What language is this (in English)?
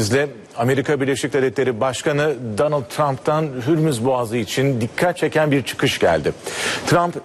Turkish